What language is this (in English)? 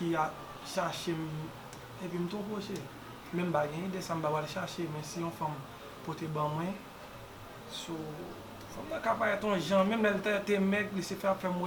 Haitian Creole